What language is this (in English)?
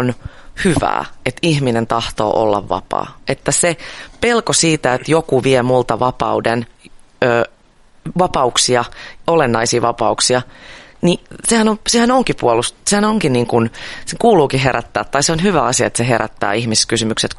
Finnish